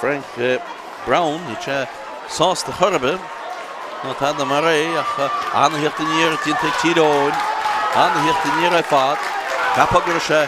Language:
Irish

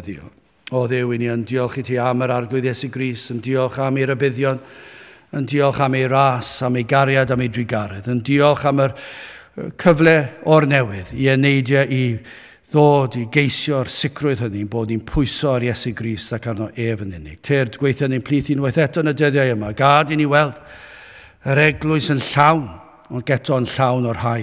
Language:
Welsh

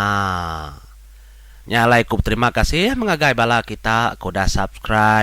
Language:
Iban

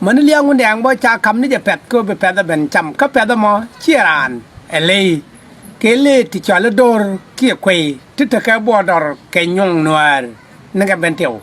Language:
Nuer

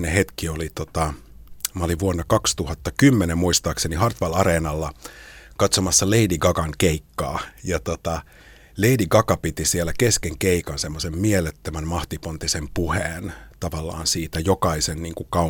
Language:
Finnish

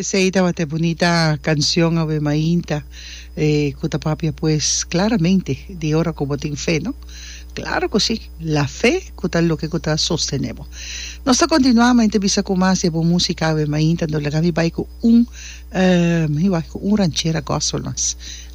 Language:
Papiamento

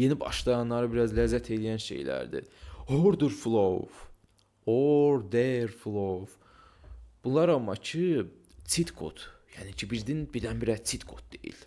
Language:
Azerbaijani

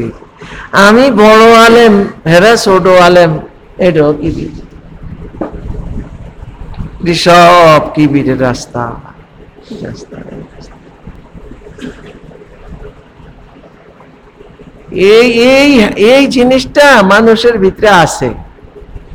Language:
Bangla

